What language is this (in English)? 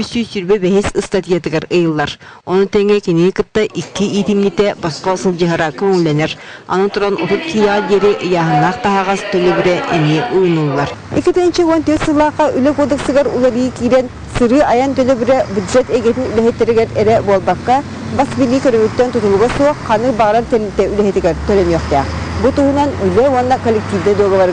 Yakut